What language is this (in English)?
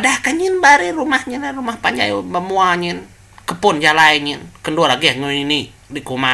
Iban